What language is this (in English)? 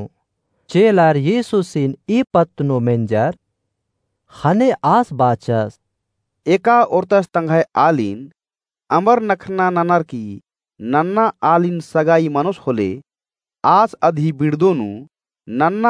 Kurukh